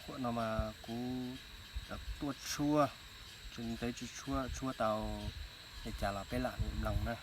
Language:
Hmong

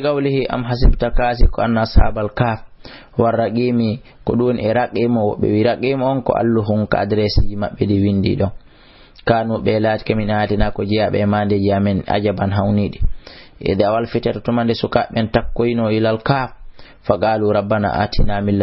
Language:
Fula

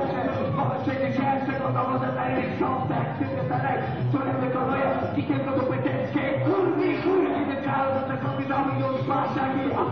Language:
Polish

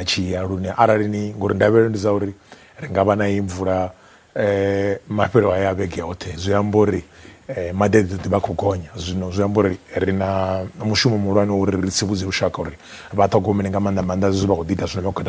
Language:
Venda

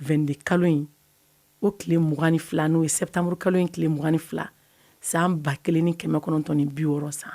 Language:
Bambara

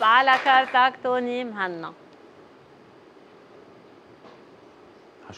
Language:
North Levantine Arabic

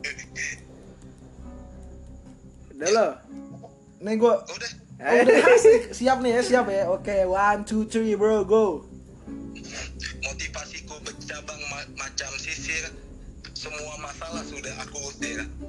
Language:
Indonesian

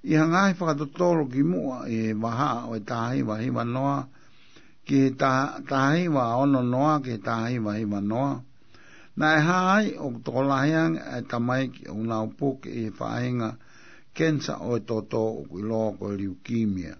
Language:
Tongan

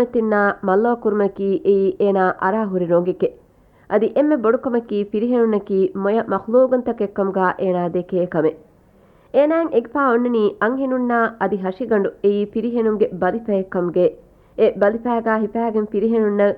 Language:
Divehi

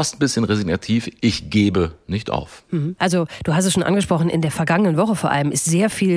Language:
German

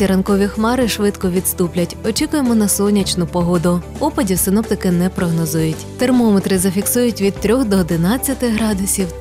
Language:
Ukrainian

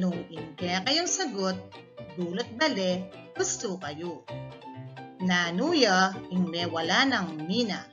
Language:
Pampanga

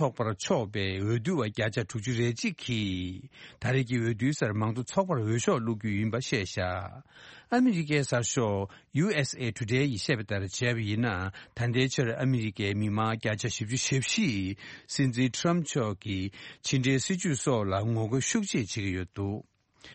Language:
Tibetan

